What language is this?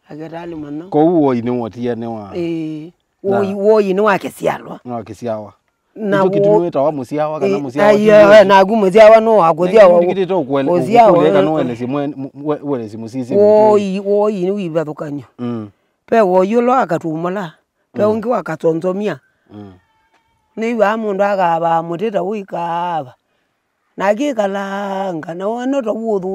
Kamba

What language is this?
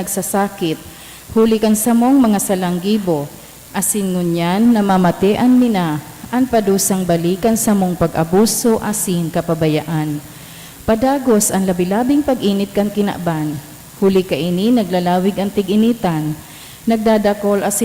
Bikol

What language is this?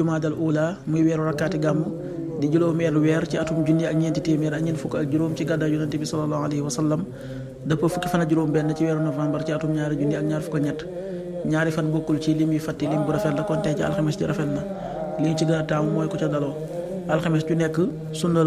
Wolof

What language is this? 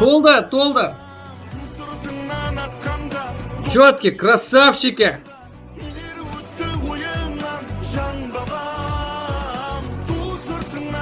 Kara-Kalpak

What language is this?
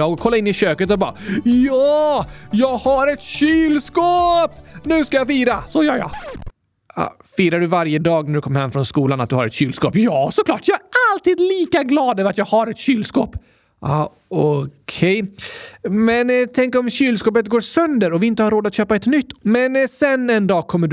Swedish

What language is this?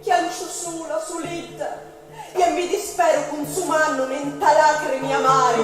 Sicilian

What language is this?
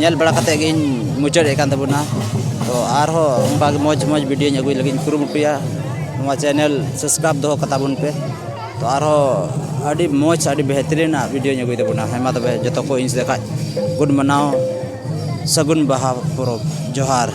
Santali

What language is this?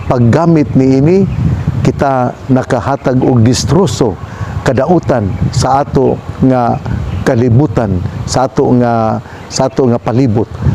Cebuano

